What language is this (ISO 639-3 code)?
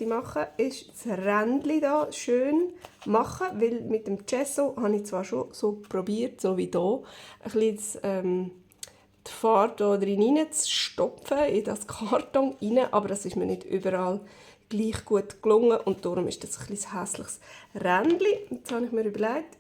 gsw